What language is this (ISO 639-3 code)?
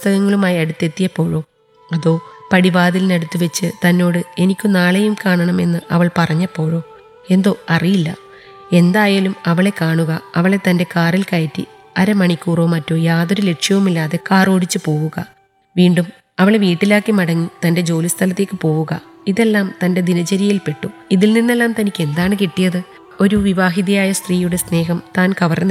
mal